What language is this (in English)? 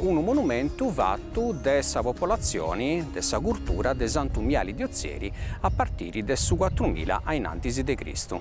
Sardinian